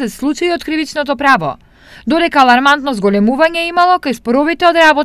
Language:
Macedonian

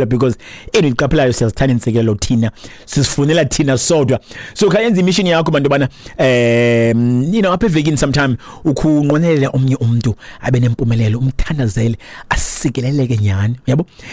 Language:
Xhosa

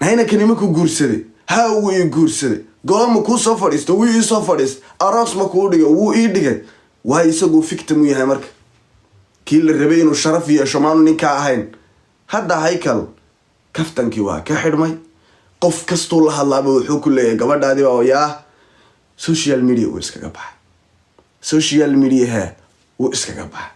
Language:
Somali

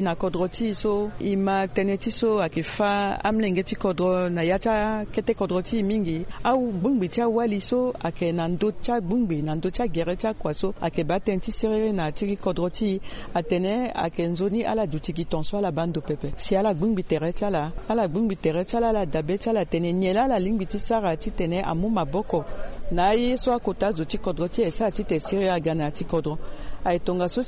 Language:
Sango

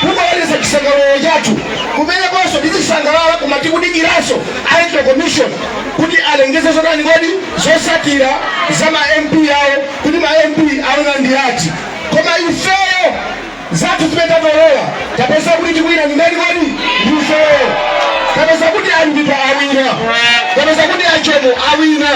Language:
Nyanja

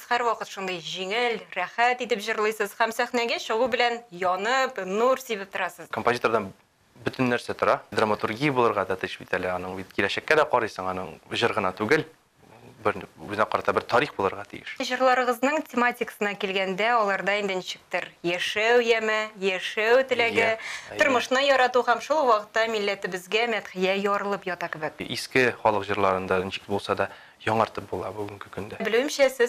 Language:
Tatar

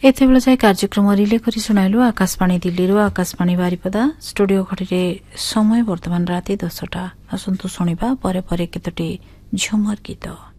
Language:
Odia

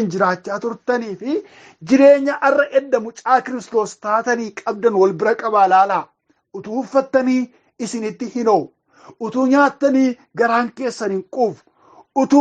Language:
Oromo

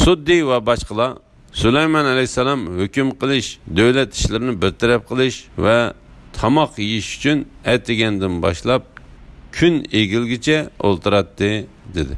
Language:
Uyghur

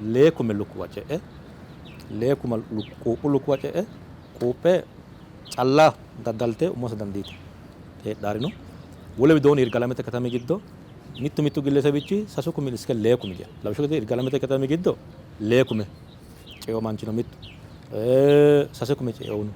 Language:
Sidamo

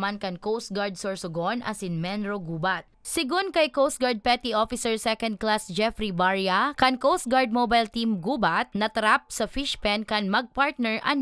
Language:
Bikol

